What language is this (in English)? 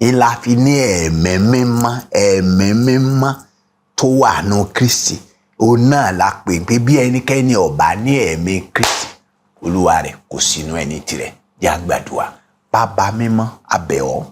Yoruba